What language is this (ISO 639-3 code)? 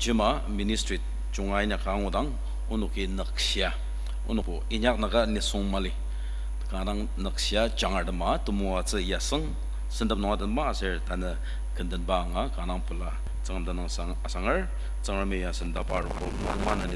njo